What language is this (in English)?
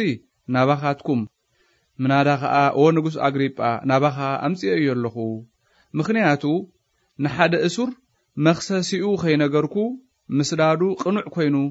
Tigrinya